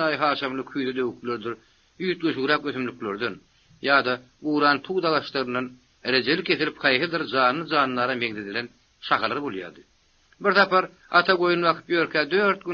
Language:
Turkmen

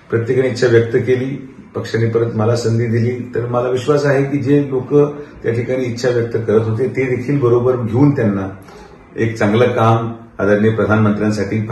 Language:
Marathi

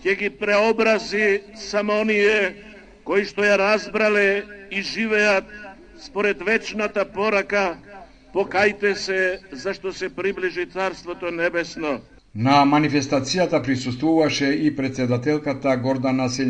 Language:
Macedonian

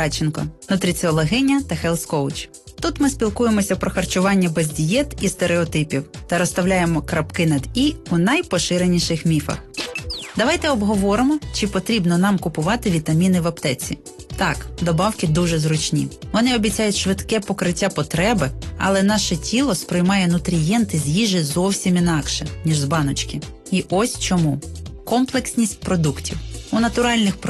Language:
Ukrainian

